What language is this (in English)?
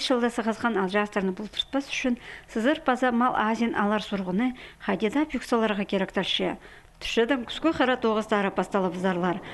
Khakas